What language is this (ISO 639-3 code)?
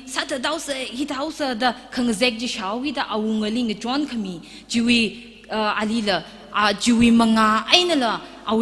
nmf